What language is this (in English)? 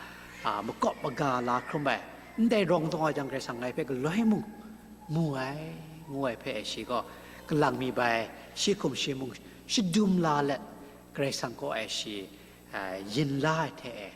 Kachin